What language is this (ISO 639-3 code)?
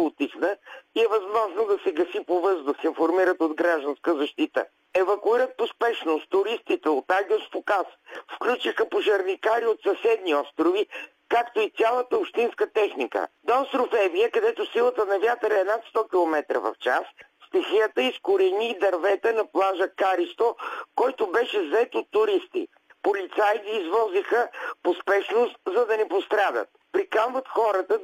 bul